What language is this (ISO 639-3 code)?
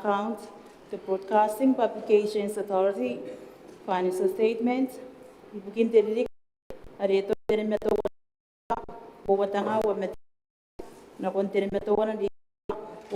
gil